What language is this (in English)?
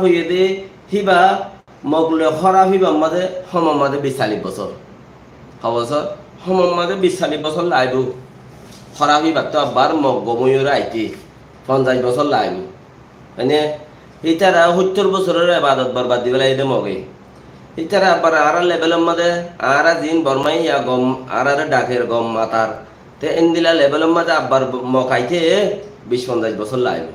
Rohingya